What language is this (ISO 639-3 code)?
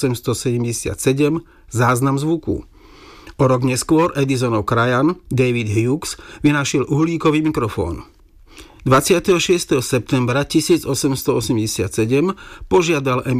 slk